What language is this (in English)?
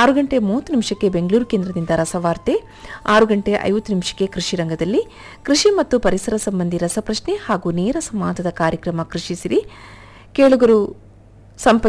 Kannada